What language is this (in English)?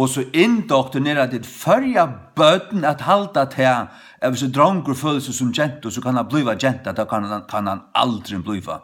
Faroese